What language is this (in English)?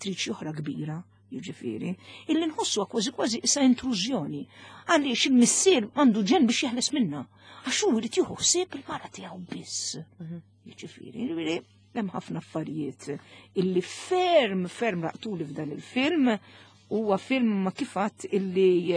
Maltese